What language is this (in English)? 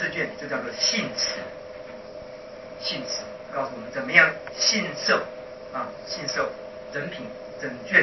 Chinese